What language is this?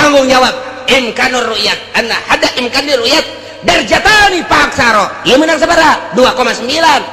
Sundanese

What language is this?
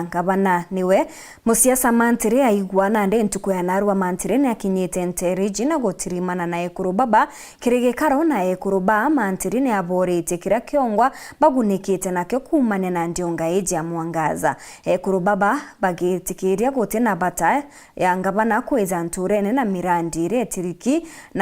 Meru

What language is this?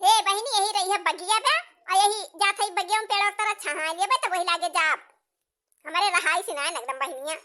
Awadhi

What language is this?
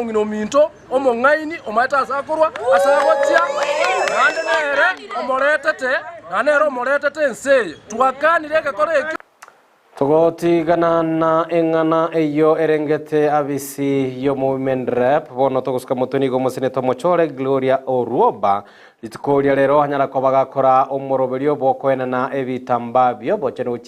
Gusii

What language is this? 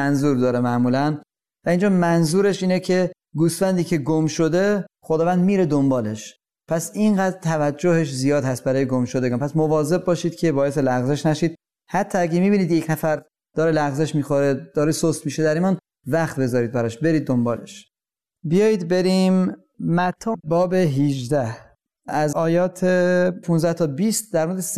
Persian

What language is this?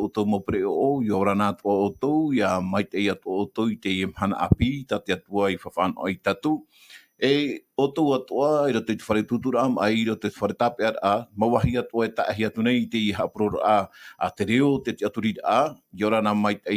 Tahitian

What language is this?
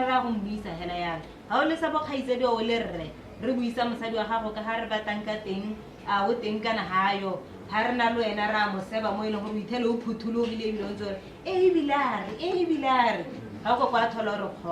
Tswana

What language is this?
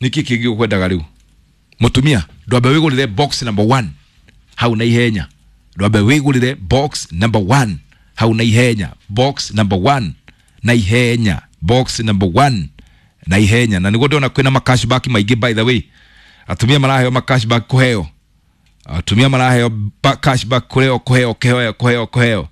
Kikuyu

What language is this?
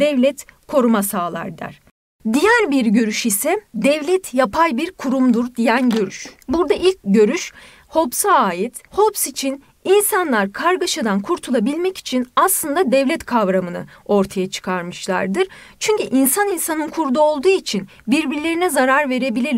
Turkish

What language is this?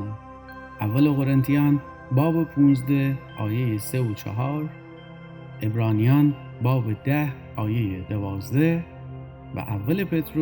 Gilaki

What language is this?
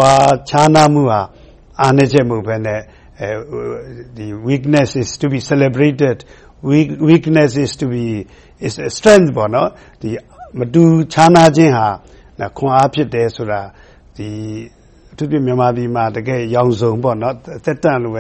Burmese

